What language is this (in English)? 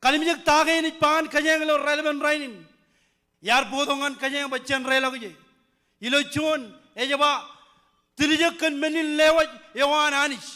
Marshallese